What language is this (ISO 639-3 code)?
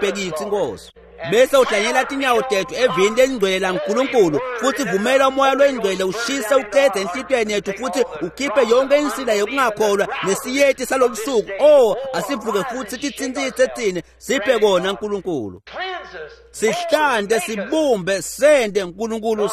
ssw